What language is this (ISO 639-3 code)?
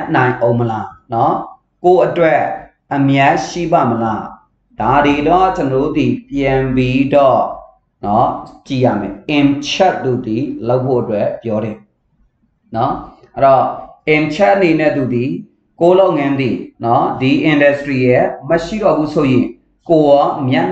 mya